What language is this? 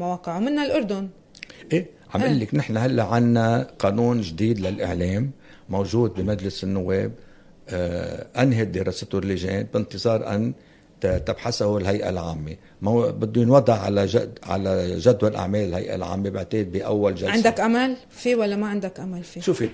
North Levantine Arabic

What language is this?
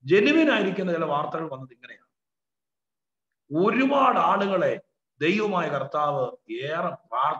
Malayalam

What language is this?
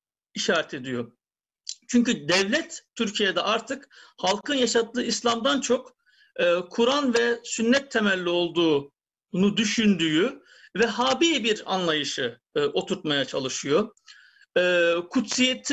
Turkish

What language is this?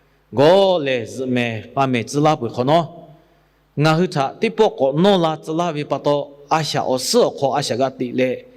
Lahu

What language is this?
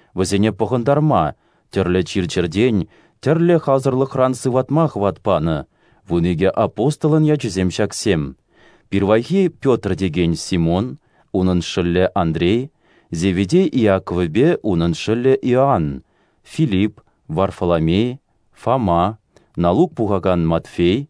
Chuvash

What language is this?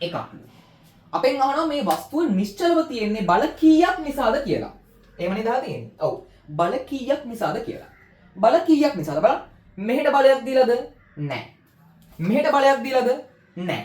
Sinhala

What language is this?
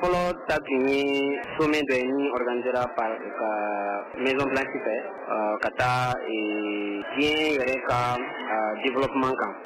Bambara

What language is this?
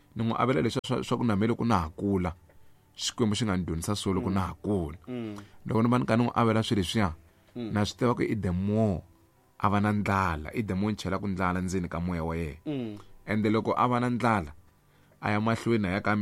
Tsonga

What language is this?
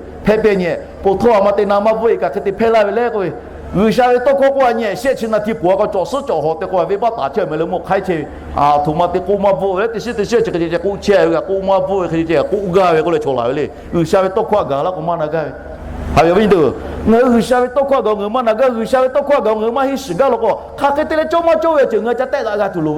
Lahu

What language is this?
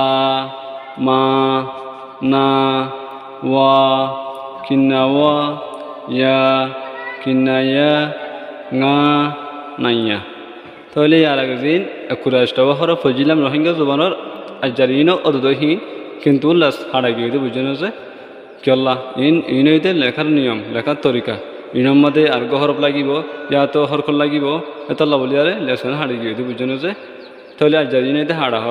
Rohingya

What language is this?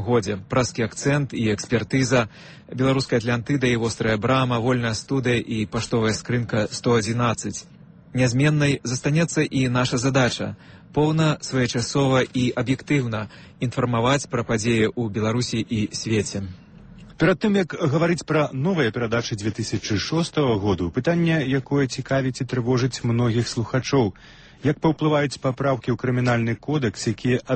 Belarusian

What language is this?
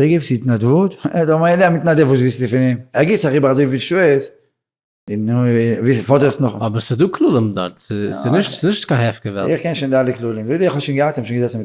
Yiddish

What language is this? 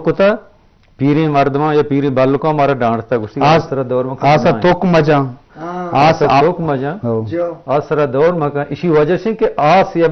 Eastern Balochi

